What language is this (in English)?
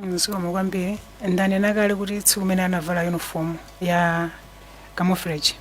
Nyanja